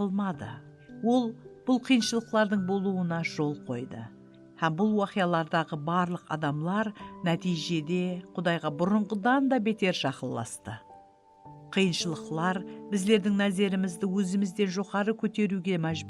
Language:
Kara-Kalpak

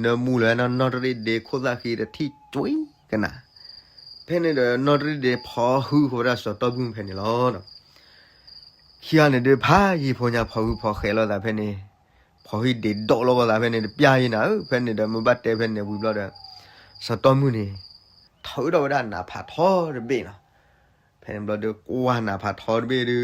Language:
S'gaw Karen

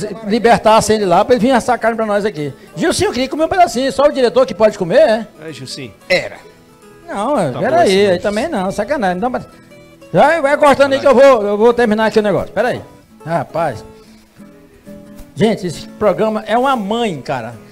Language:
Portuguese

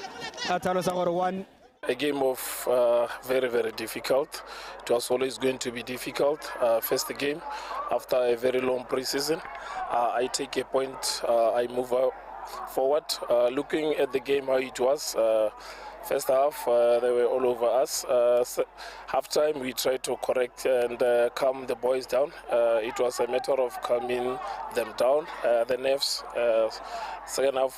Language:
Tswana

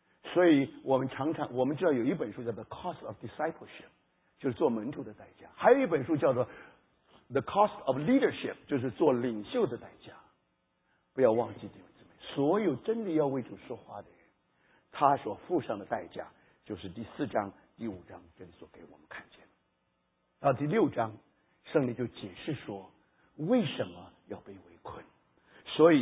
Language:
Chinese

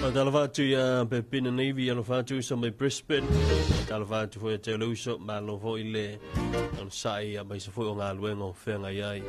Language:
Samoan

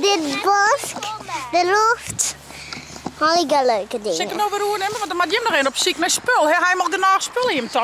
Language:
Western Frisian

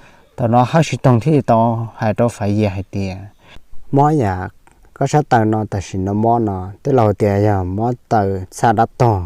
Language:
Hmong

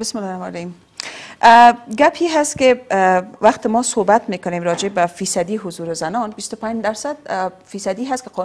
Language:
Persian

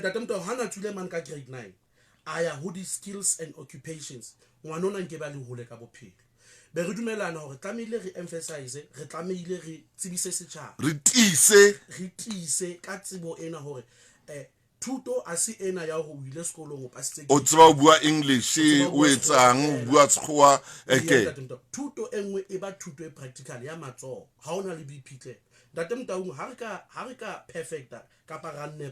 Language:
Southern Sotho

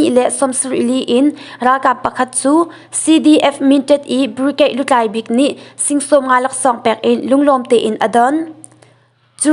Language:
Hakha Chin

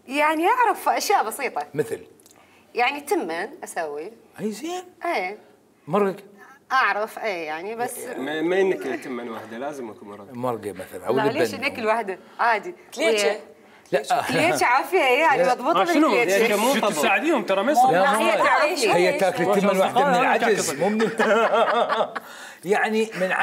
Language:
Mesopotamian Arabic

